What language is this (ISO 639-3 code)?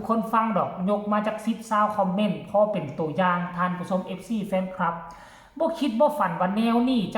tts